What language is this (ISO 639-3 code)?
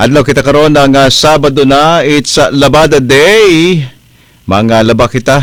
ceb